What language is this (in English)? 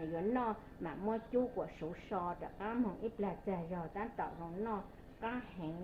Hmong